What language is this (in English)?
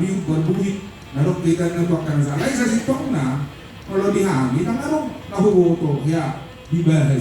Batak Toba